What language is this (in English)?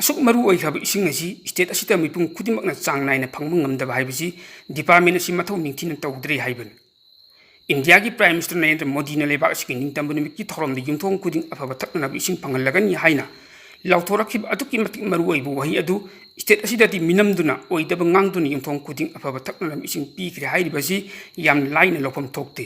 Manipuri